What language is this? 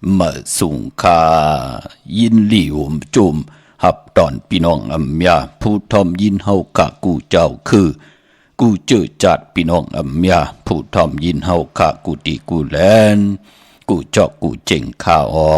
Shan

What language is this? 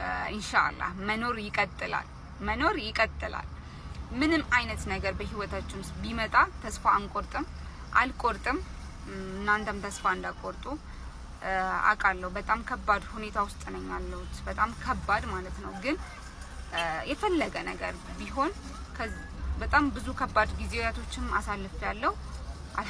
Amharic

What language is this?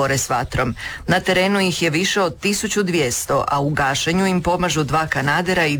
Croatian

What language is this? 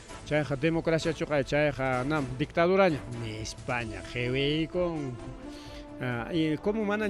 Ayacucho Quechua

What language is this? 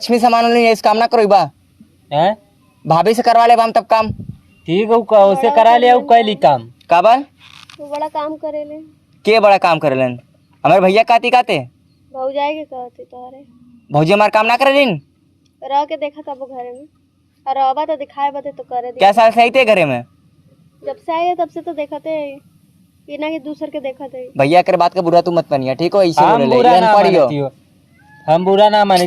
Awadhi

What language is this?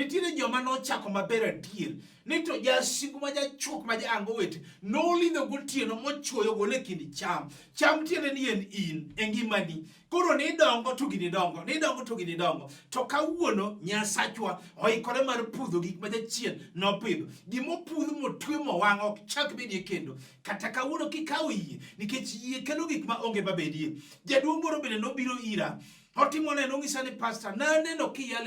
Luo (Kenya and Tanzania)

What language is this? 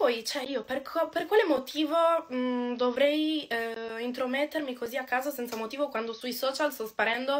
Italian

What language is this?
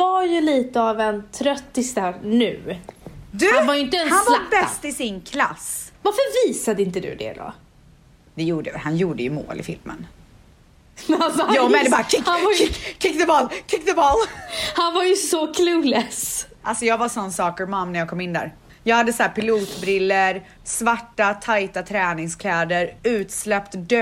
Swedish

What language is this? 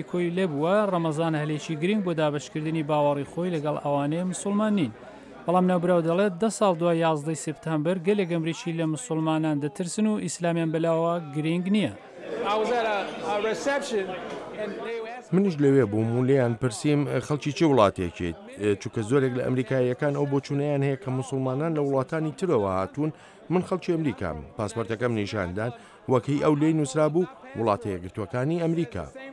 Central Kurdish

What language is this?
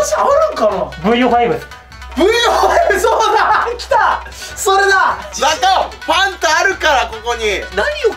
Japanese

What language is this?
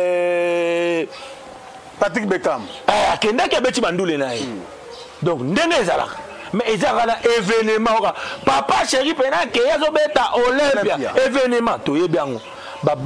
Lingala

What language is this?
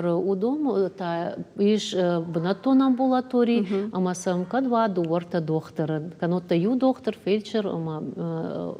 Ossetic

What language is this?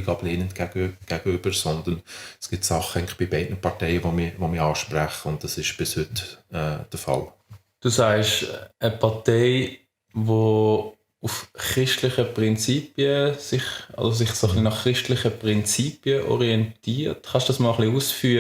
Swiss German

